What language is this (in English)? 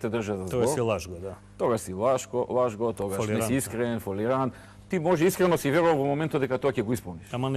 Macedonian